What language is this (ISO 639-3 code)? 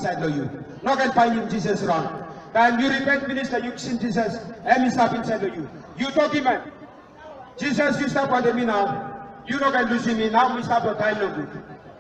tpi